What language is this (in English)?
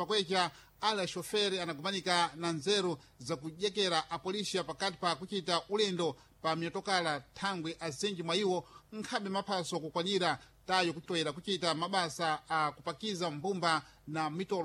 Sena